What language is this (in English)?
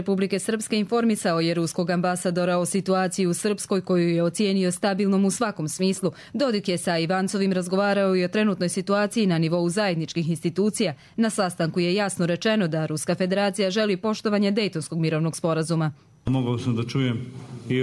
Croatian